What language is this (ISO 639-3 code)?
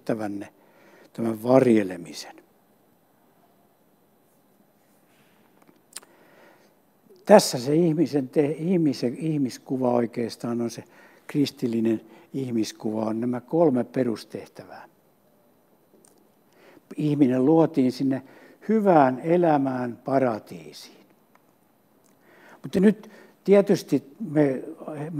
fin